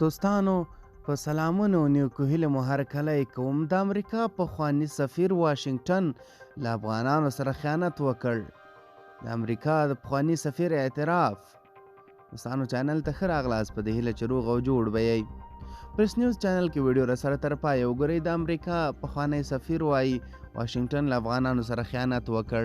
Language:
Pashto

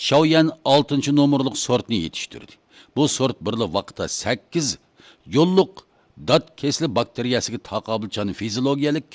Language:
Uyghur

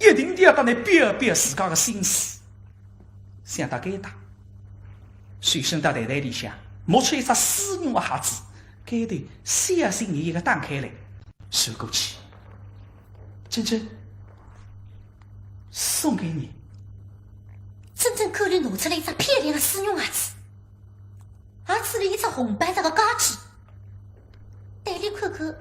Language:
Wu Chinese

